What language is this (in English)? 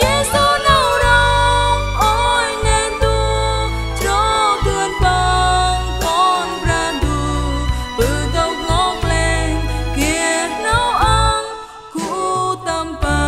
Central Mnong